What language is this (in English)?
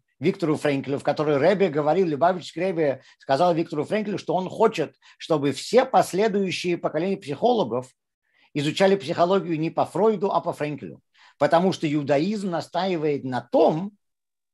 Russian